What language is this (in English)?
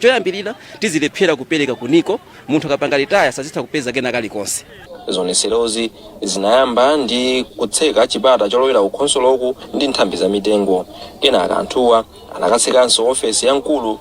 Nyanja